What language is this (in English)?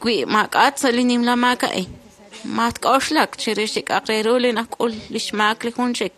Kekchí